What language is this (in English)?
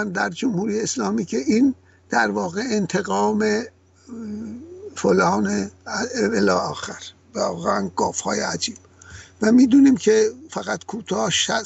Persian